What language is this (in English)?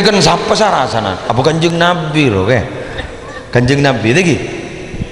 Madurese